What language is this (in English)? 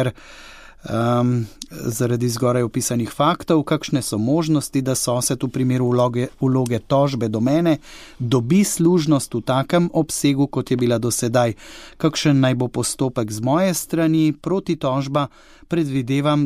Slovenian